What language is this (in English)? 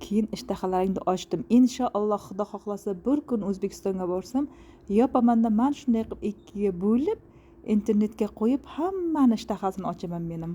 Uzbek